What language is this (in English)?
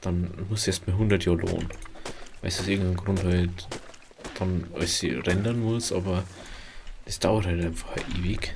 Bavarian